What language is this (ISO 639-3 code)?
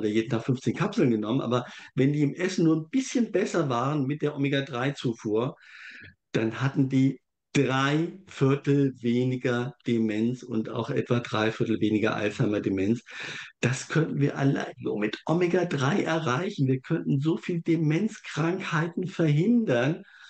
deu